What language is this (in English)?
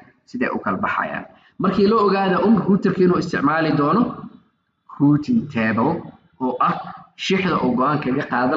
Somali